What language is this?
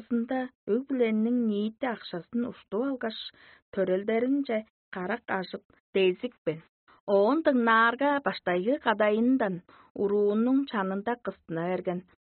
Tuvinian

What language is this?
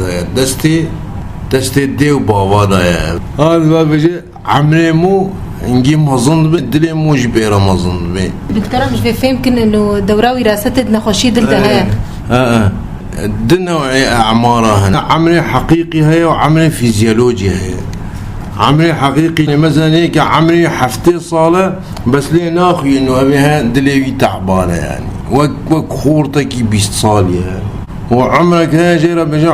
Kurdish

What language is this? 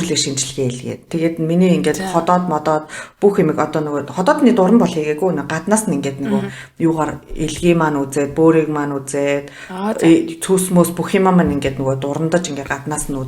Mongolian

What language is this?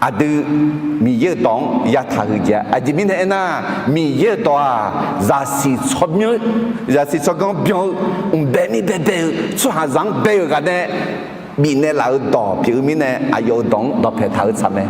Akha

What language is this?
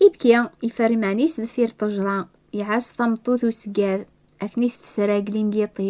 Kabyle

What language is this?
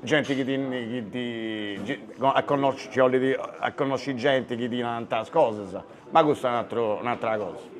Sardinian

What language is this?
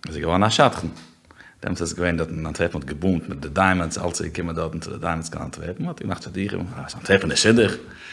Yiddish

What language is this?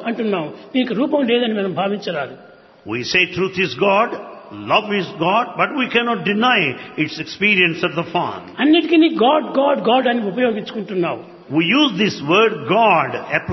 Telugu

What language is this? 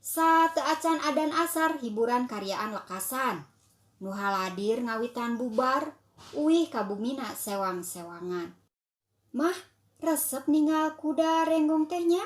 Sundanese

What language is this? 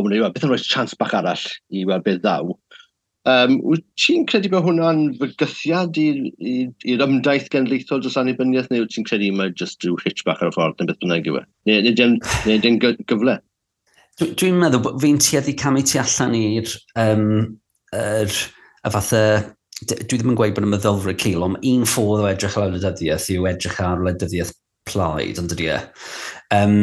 Welsh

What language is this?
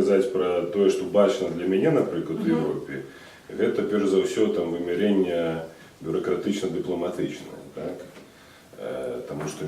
Belarusian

